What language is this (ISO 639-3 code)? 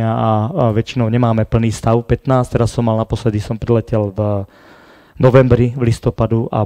slk